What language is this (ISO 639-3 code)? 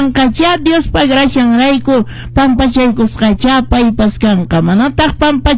que